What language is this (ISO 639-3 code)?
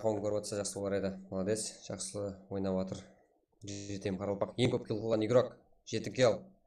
kaa